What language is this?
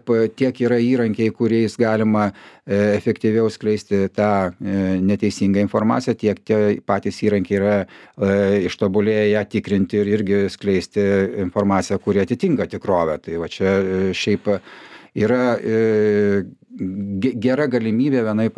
Lithuanian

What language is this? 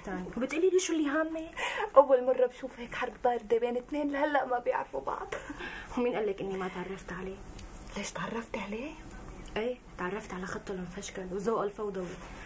North Levantine Arabic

